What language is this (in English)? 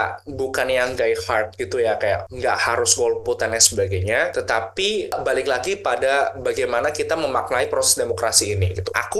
Indonesian